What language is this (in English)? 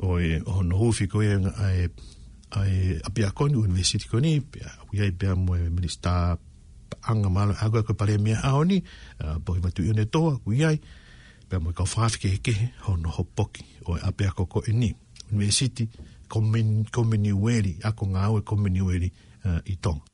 Tongan